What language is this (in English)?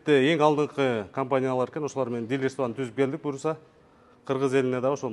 Kyrgyz